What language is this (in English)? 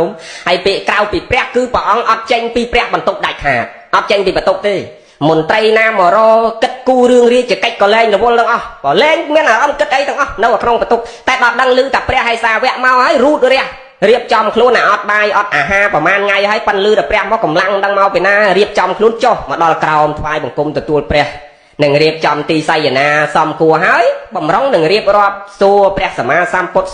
Khmer